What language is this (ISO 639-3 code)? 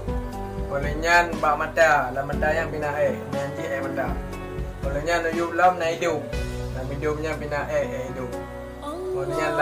ace